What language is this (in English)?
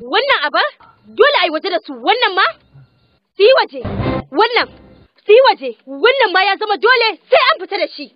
Hausa